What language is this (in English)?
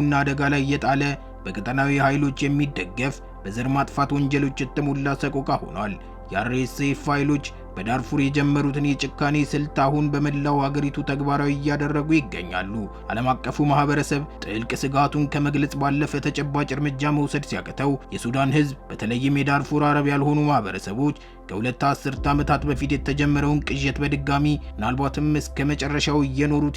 Amharic